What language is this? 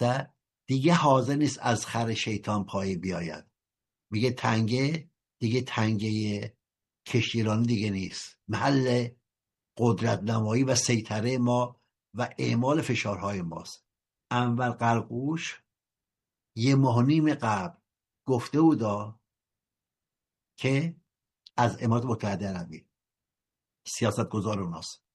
Persian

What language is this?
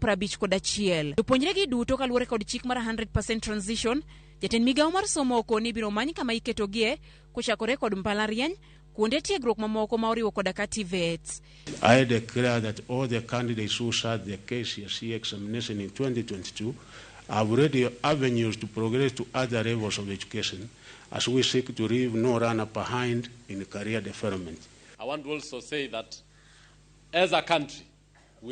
Luo (Kenya and Tanzania)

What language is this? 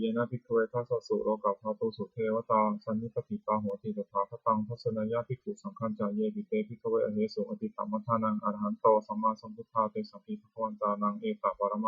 Pali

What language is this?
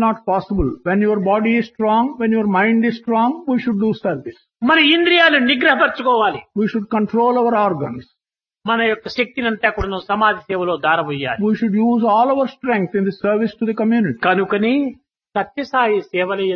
Telugu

